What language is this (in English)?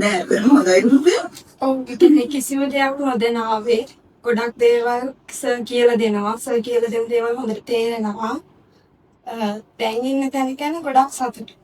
Sinhala